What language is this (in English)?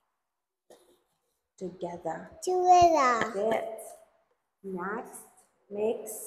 English